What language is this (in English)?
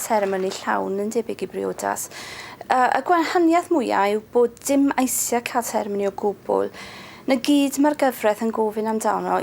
Welsh